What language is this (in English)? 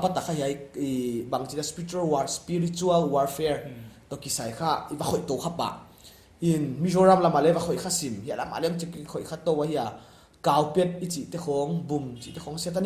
Paite Chin